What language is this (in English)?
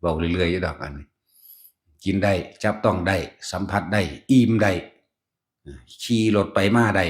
Northeastern Thai